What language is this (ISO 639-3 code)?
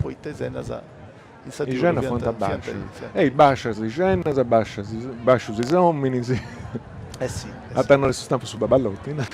srd